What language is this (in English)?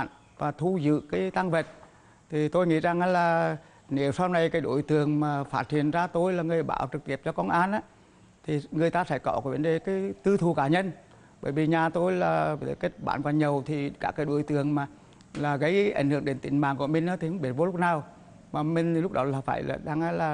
Vietnamese